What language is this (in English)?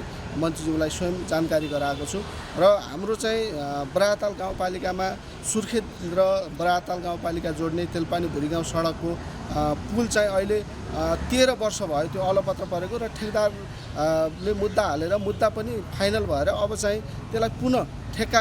Nepali